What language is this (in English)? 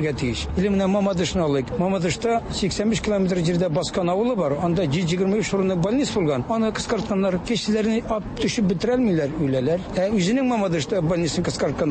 Tatar